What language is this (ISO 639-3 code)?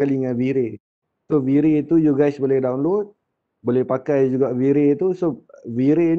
msa